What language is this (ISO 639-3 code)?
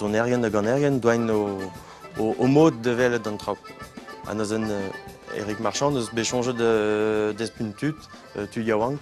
bre